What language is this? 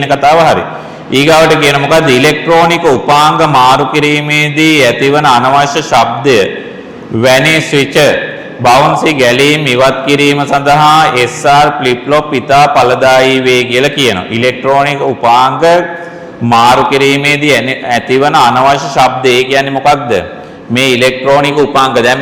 Sinhala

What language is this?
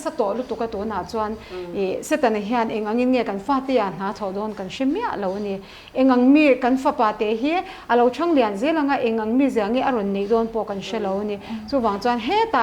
Mizo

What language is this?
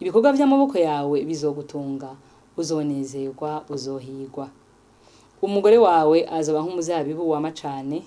Rundi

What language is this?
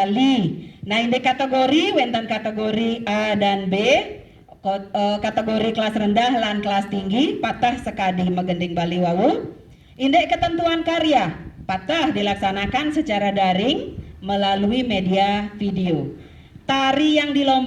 Balinese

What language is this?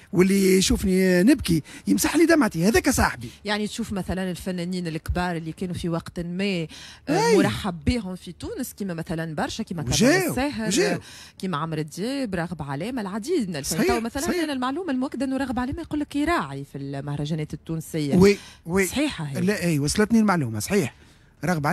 Tunisian Arabic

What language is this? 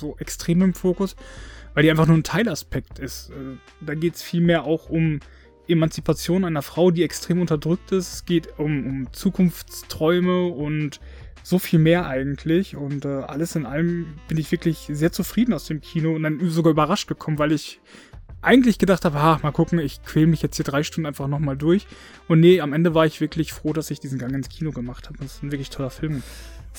German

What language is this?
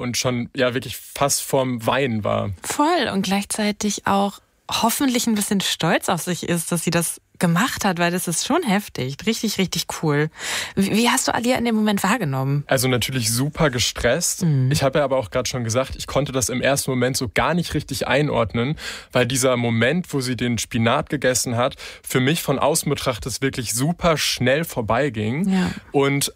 German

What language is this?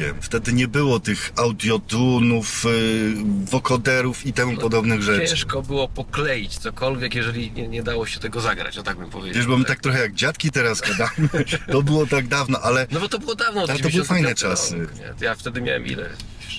Polish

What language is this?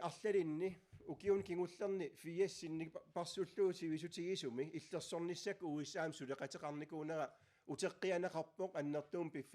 Kalaallisut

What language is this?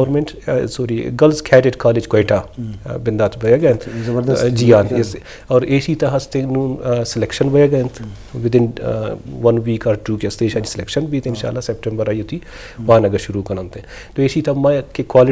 Eastern Balochi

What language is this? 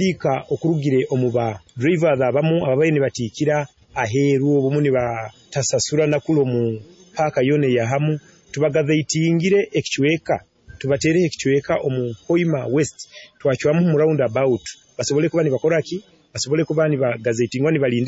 Nyoro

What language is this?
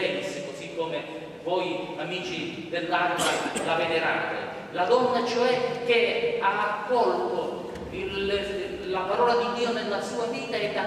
Italian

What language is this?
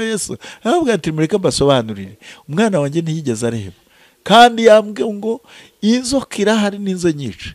Kinyarwanda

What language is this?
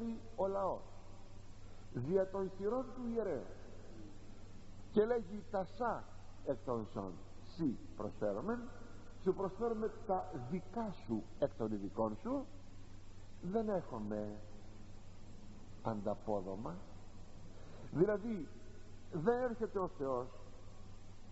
Greek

